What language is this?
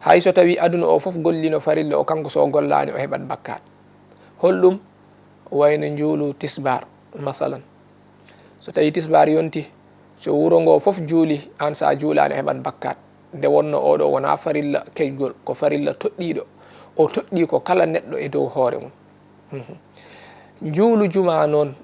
Fula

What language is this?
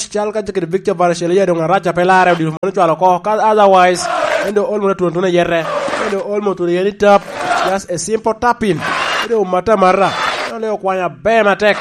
Lango (Uganda)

